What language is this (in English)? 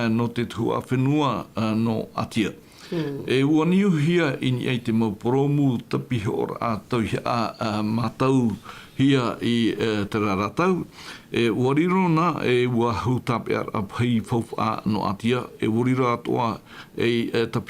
Tahitian